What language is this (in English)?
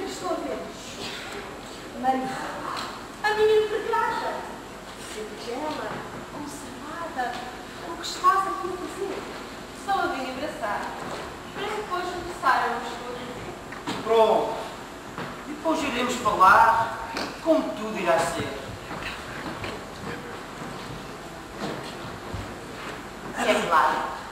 Portuguese